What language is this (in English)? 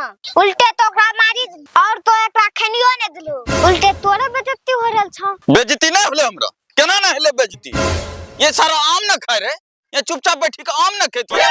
Angika